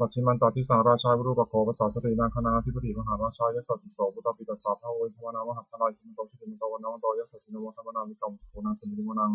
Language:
Pali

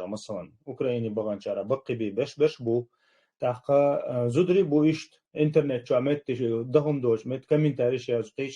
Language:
Chechen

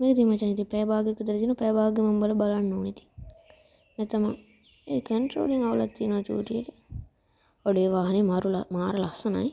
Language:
Sinhala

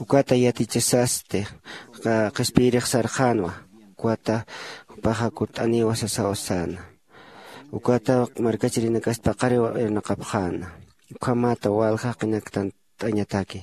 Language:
Aymara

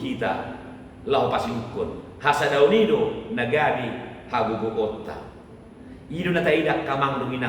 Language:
Batak Toba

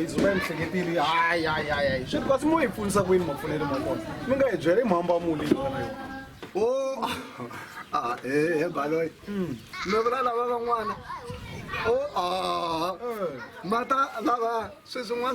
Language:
Tsonga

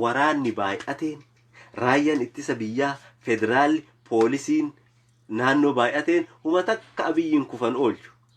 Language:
Oromo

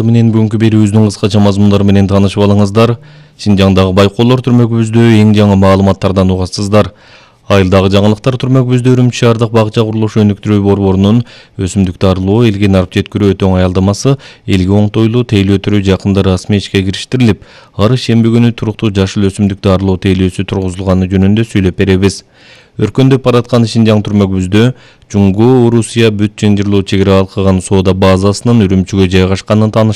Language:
Kyrgyz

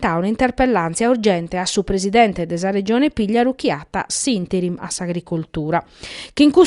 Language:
Sardinian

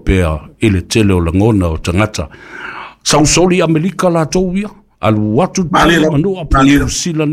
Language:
Samoan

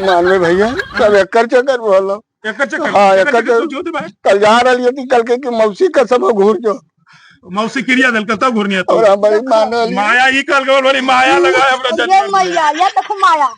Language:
Magahi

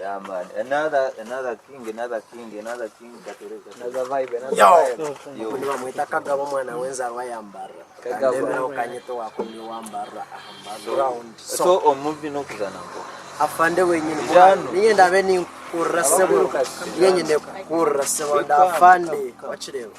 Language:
Nyankole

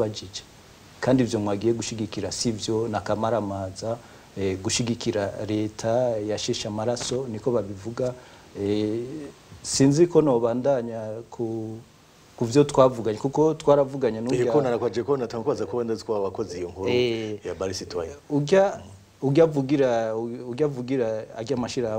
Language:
Rundi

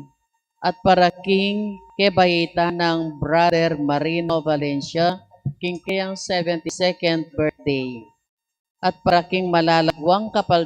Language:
Pampanga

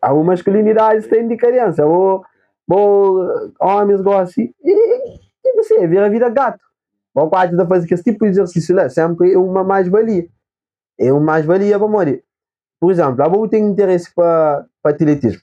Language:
Kabuverdianu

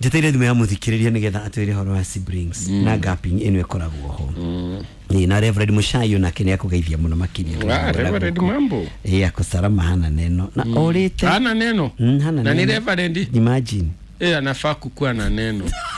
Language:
Kikuyu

